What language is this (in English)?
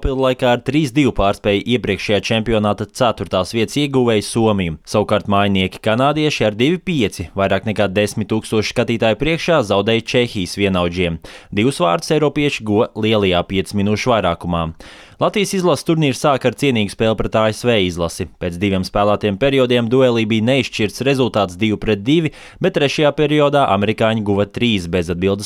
Latvian